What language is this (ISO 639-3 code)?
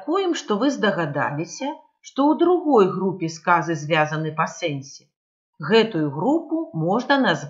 bel